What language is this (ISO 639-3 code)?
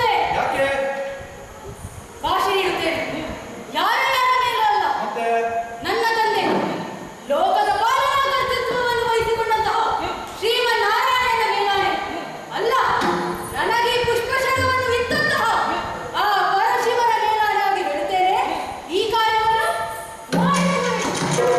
kan